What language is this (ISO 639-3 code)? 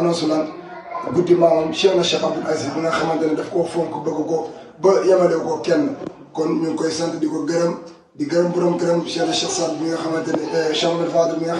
wol